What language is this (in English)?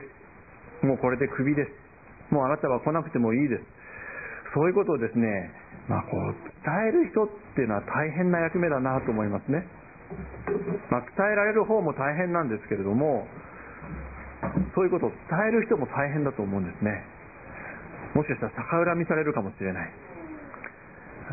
Japanese